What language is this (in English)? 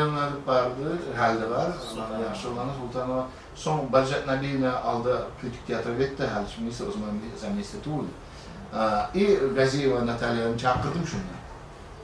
Kumyk